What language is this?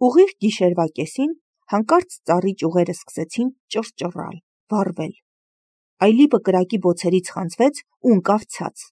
Armenian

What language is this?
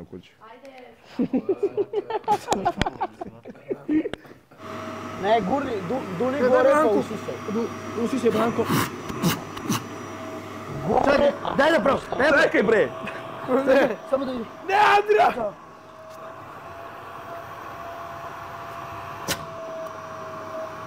Serbian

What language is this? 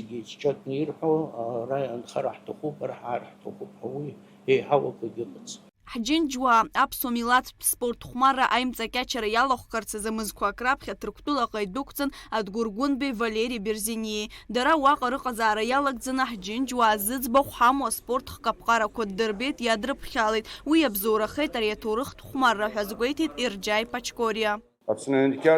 Abkhazian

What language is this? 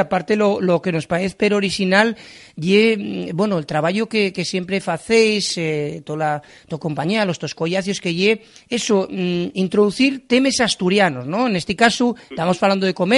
Asturian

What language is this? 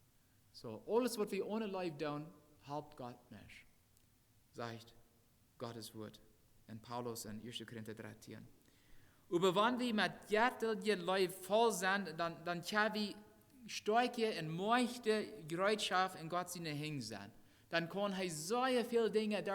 Plautdietsch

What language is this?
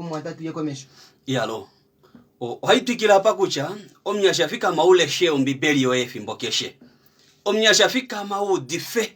Kuanyama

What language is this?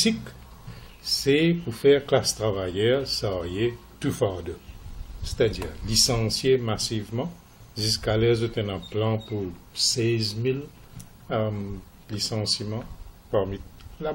Morisyen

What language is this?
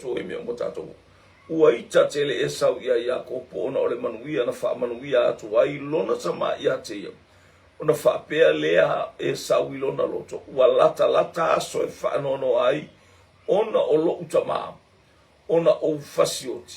Samoan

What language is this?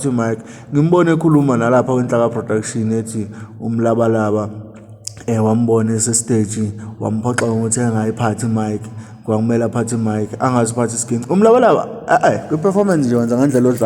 Zulu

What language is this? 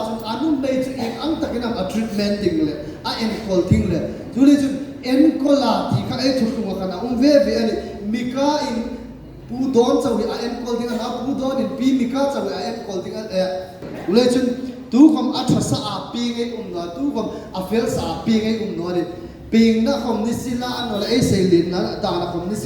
Hmar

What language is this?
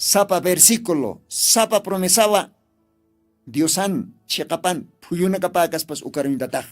Aymara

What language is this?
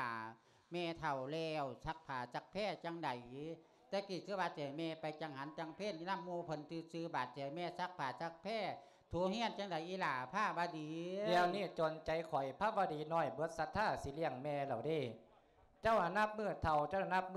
Lao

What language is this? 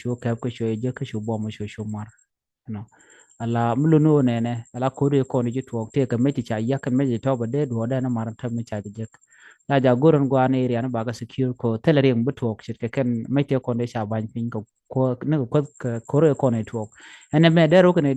Nuer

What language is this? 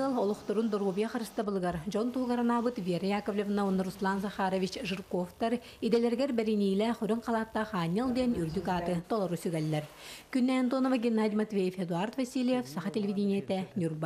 Yakut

